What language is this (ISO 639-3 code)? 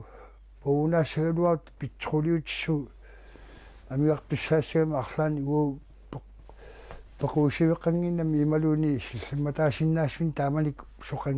kal